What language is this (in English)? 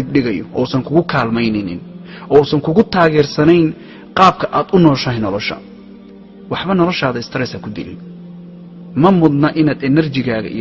Somali